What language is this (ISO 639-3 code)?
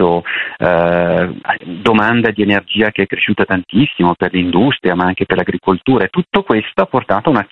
ita